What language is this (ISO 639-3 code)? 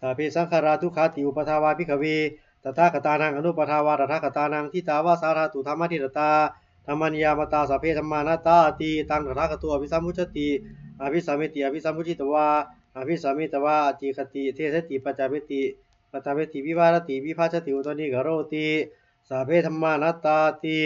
pli